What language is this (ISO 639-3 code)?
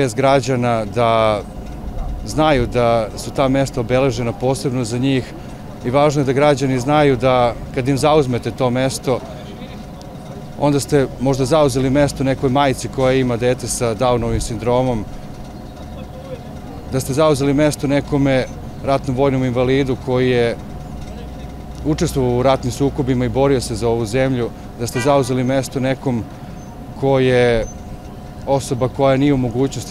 srp